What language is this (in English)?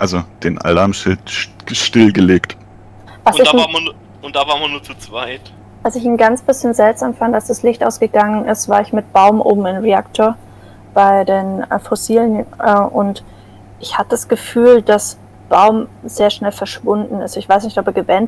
Swiss German